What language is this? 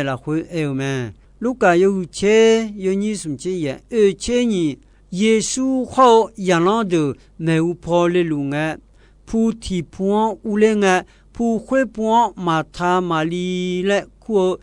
Akha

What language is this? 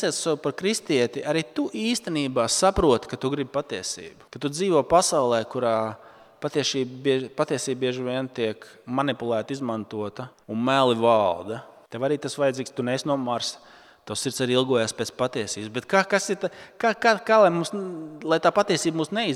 Latvian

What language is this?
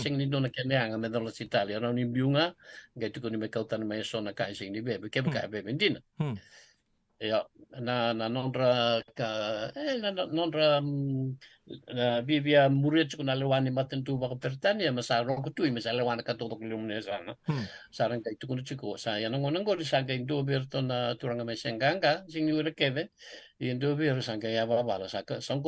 Fijian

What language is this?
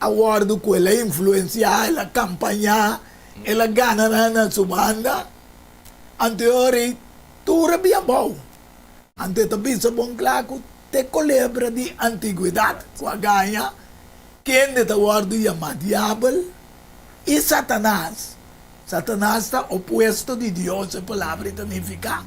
Papiamento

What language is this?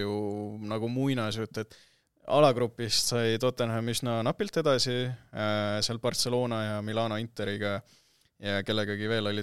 Estonian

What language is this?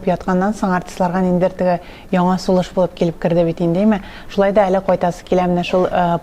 Tatar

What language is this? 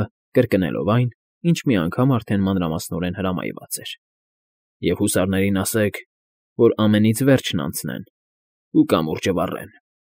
Armenian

